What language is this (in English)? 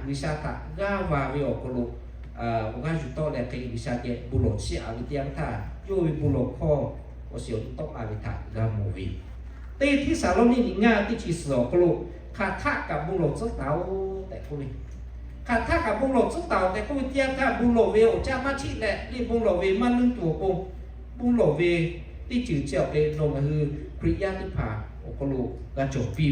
Lahu